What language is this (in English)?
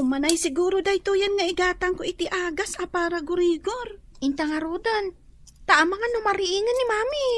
Iloko